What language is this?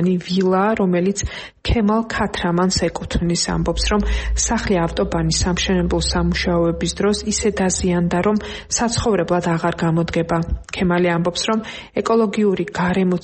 Georgian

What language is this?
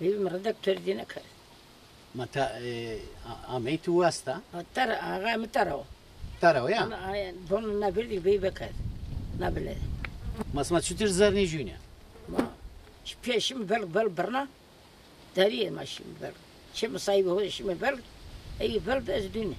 Zaza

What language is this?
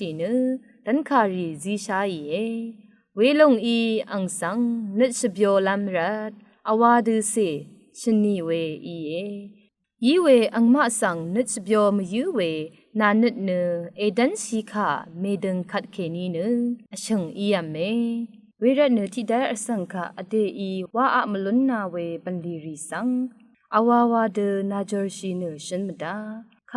Rawang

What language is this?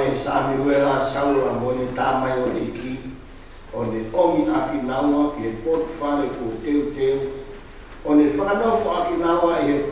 Tongan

